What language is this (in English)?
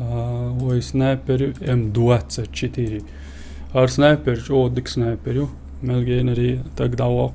Chechen